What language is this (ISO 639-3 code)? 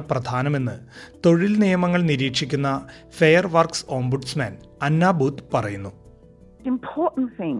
mal